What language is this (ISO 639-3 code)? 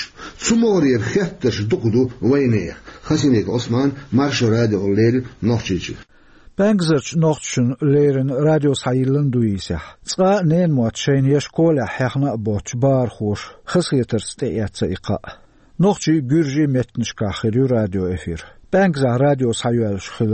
che